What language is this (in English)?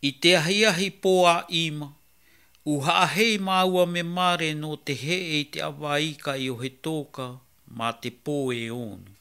Malagasy